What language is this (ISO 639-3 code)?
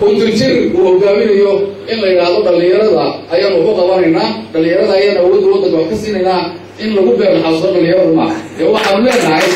som